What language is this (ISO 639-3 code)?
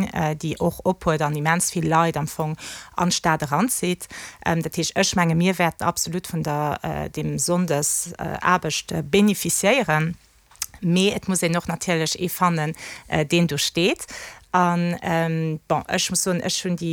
ltz